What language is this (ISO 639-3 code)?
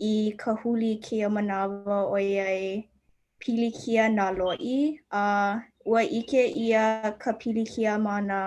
haw